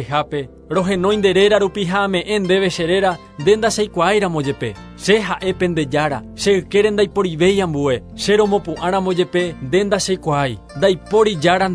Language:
Guarani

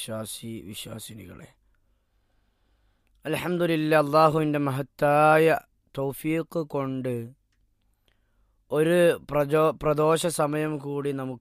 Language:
Malayalam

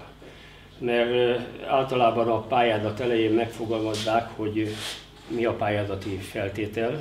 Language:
Hungarian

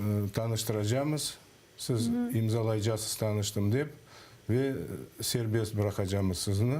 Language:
Crimean Tatar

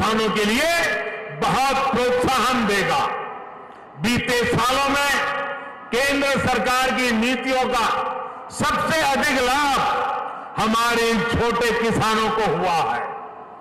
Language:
Hindi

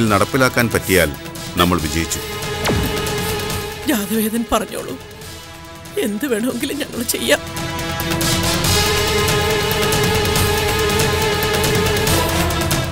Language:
Malayalam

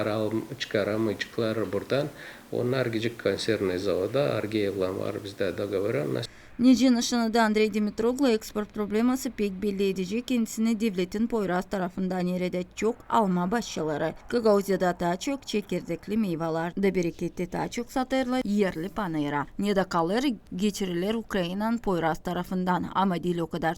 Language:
Gagauz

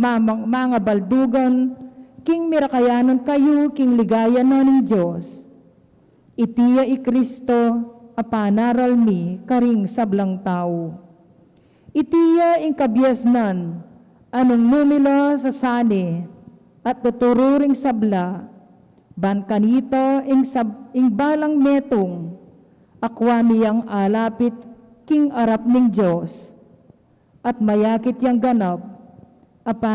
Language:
Pampanga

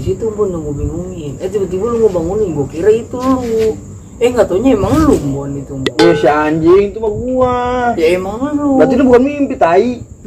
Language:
Betawi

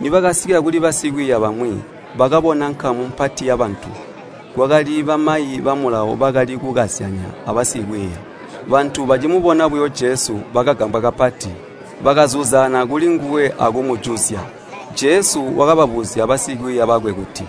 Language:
Tonga (Zambia)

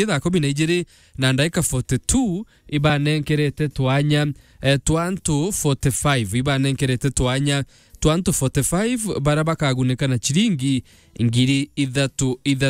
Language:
Meru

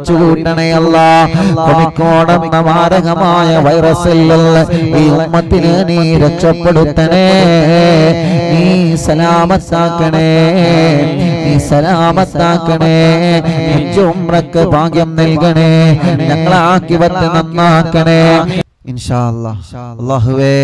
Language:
Malayalam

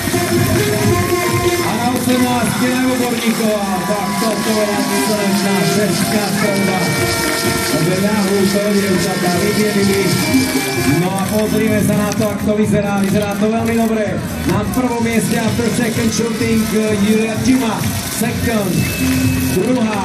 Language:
Slovak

